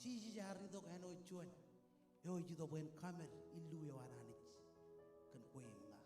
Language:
Marshallese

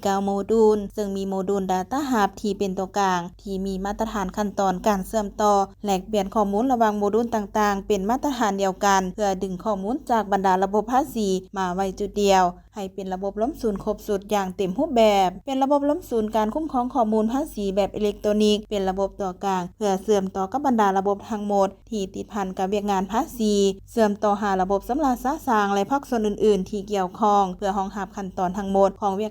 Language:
Lao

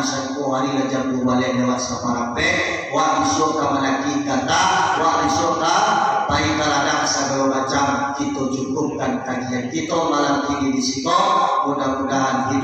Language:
Minangkabau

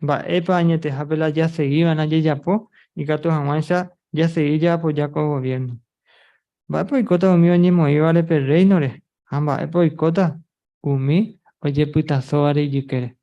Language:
Guarani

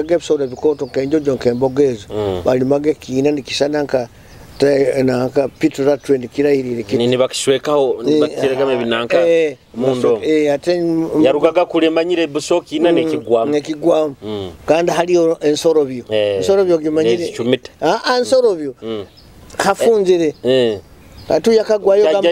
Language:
Nyoro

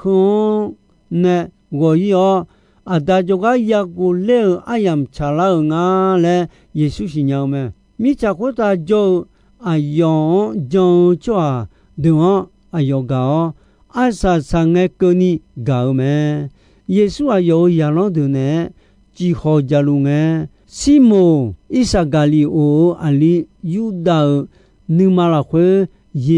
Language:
Akha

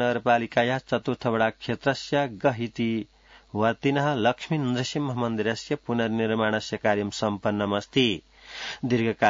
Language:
Sanskrit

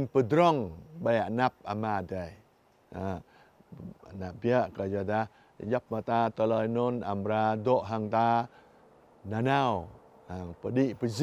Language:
Jarai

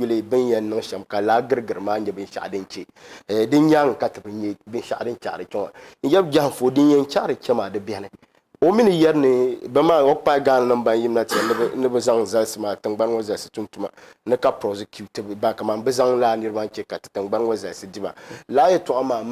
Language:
Dagbani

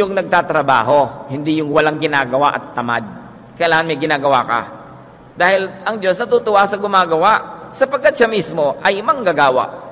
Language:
Filipino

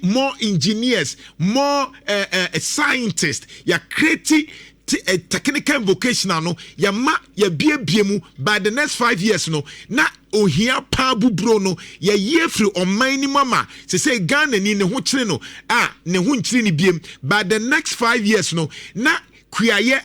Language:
Akan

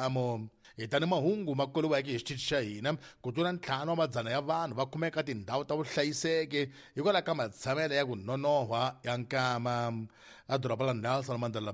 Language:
Tsonga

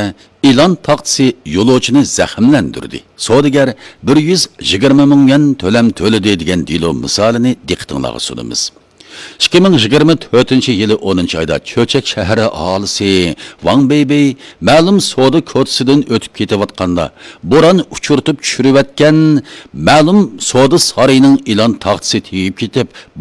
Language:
Uyghur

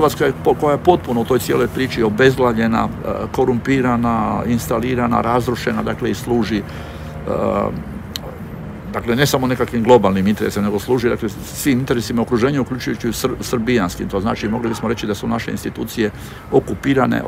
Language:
Croatian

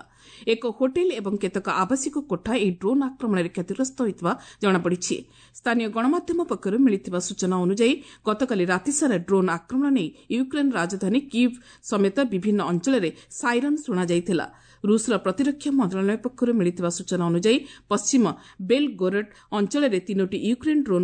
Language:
Odia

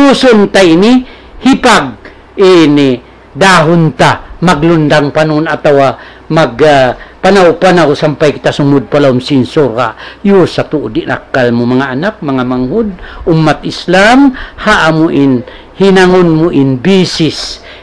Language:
Tausug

